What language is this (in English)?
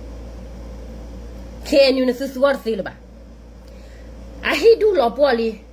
S'gaw Karen